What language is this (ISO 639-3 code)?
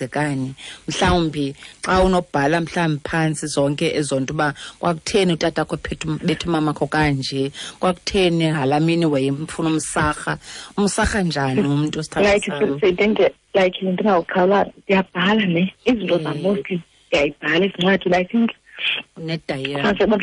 xho